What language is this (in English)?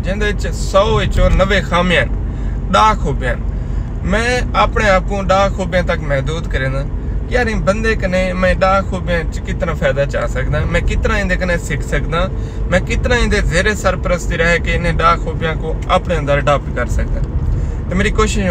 Saraiki